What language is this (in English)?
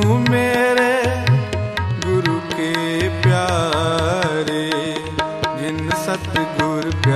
Punjabi